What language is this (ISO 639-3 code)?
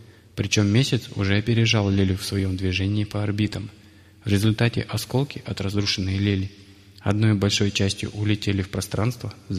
rus